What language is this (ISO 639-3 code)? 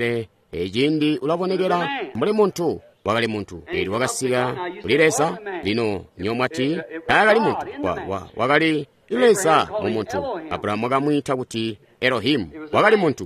toi